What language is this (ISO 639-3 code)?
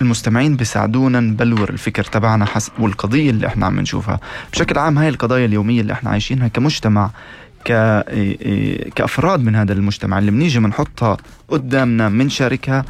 apc